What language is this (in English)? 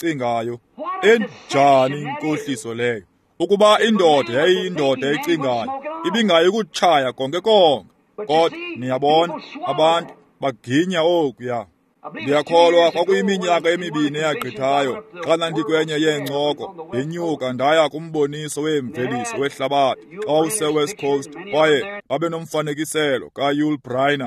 Xhosa